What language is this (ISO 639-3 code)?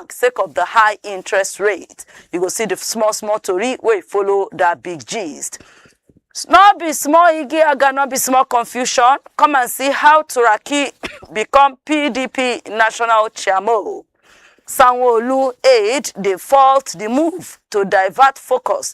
pcm